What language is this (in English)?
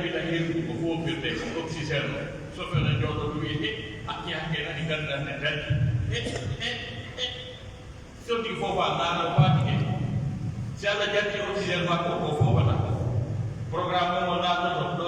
Pular